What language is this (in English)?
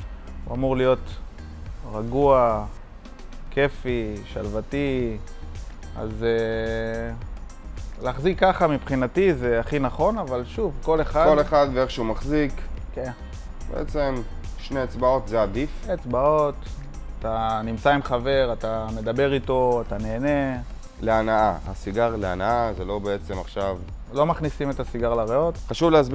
Hebrew